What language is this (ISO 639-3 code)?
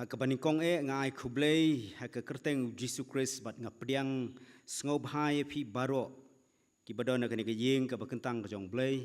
kha